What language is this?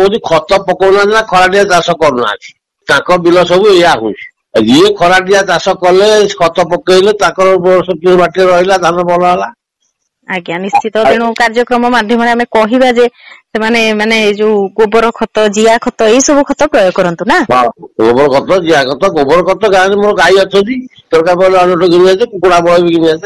Odia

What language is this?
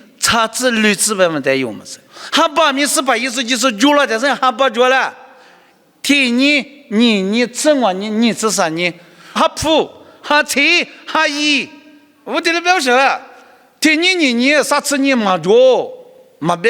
Lisu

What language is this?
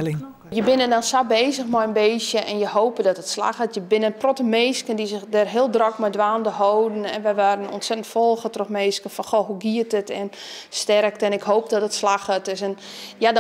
Western Frisian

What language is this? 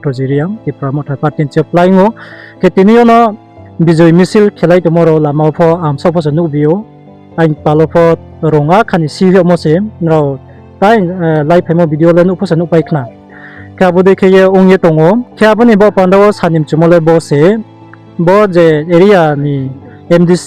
Riang (India)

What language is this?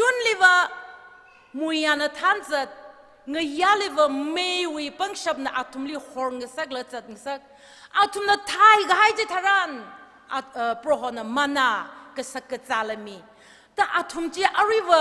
Tangkhul Naga (India)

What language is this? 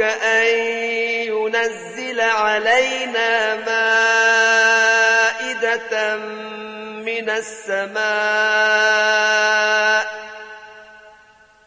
Arabic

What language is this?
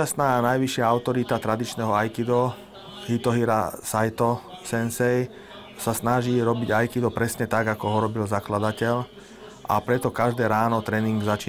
Slovak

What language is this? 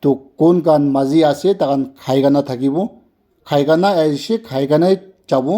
Naga Pidgin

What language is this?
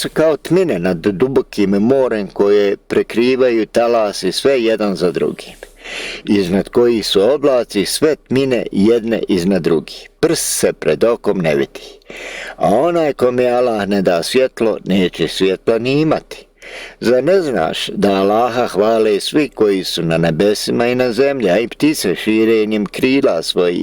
Bosnian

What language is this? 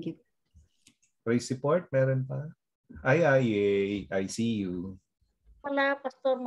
Filipino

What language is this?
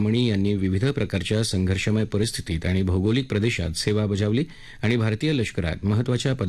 Marathi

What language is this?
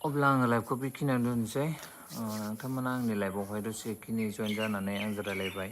Bodo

